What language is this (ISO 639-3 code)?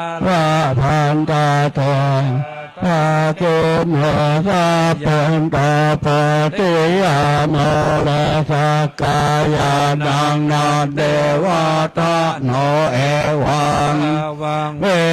pli